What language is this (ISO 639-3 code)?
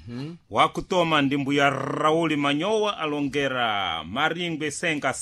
seh